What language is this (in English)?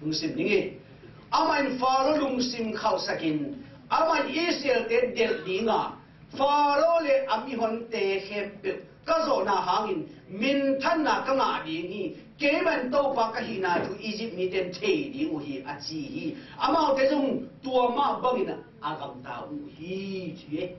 Tedim Chin